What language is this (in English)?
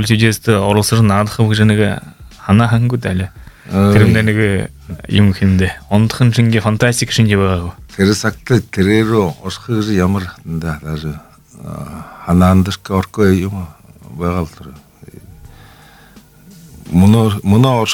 Buriat